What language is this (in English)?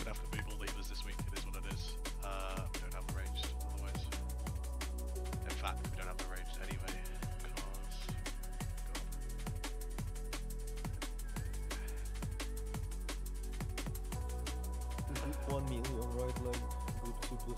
English